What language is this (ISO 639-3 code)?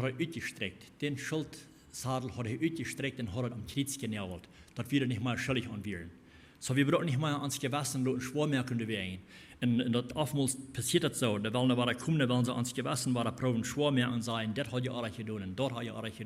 pdt